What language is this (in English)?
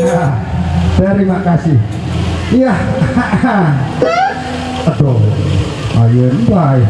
Sasak